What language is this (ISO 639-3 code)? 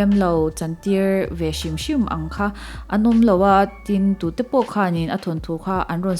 lus